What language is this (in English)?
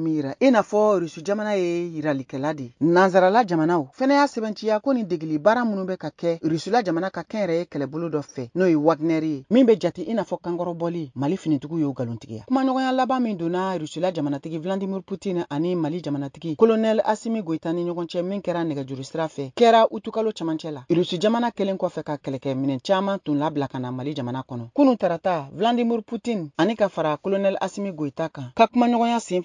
Bambara